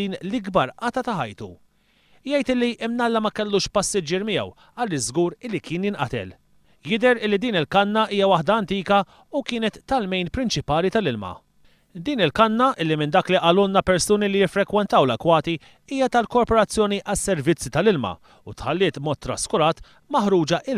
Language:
Maltese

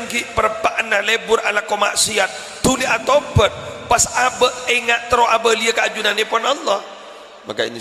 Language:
Madurese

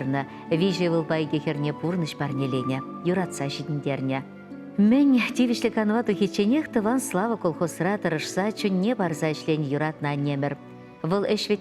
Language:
Chuvash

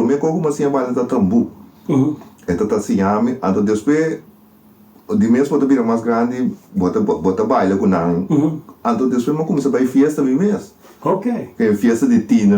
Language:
Papiamento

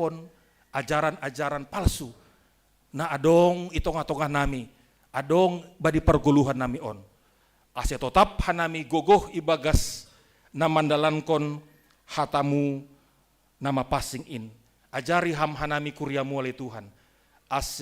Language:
Batak Simalungun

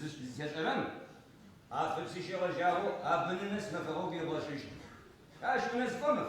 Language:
Adyghe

